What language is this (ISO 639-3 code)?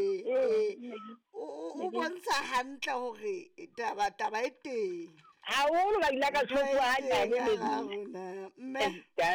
sot